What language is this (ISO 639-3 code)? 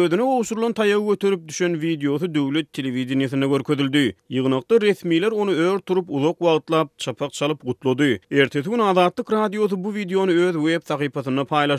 tuk